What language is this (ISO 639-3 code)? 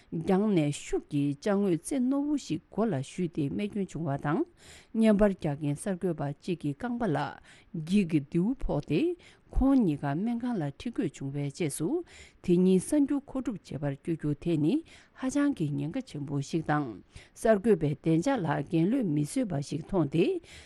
bod